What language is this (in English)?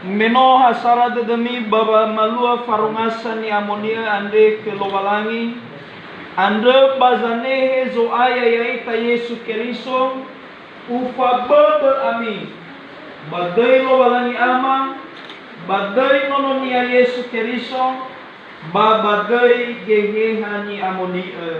Nias